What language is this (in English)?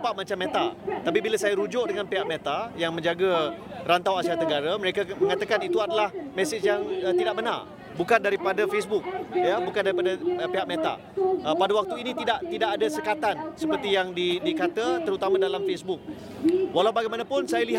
Malay